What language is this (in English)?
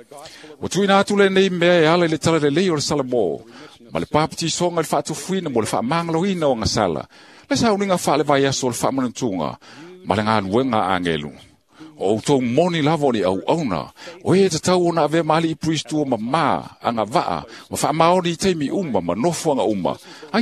Samoan